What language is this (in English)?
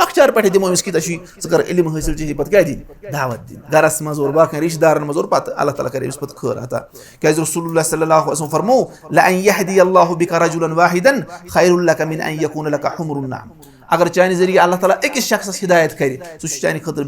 Kashmiri